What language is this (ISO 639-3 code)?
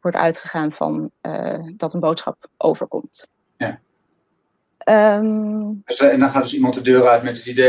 nld